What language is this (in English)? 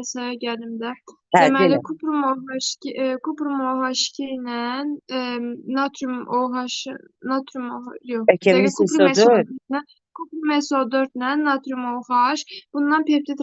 Azerbaijani